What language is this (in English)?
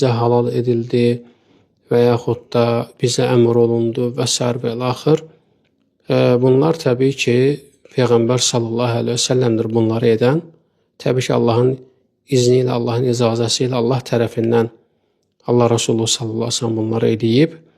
Azerbaijani